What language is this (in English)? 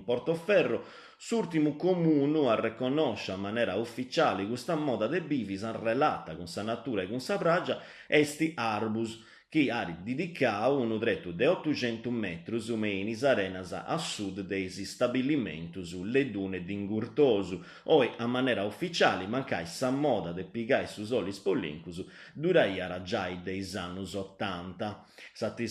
Sardinian